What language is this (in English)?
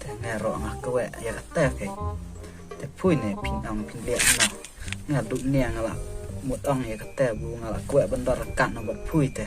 Khasi